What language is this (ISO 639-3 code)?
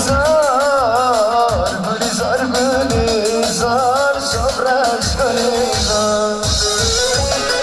tur